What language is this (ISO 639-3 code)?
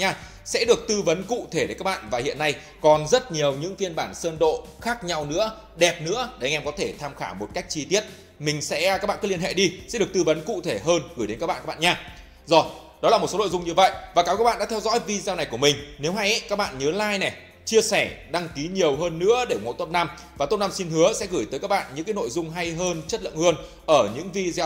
vie